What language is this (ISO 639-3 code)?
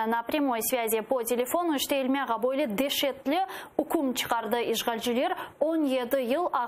crh